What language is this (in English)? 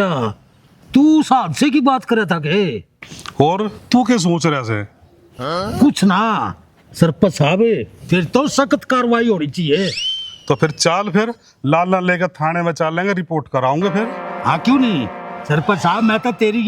Haryanvi